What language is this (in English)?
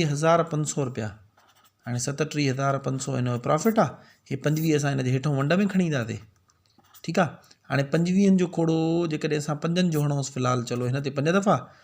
Sindhi